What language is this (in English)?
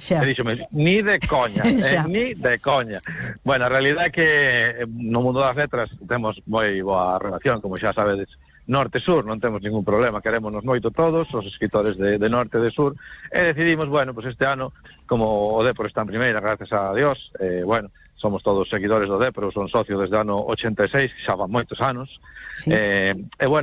Galician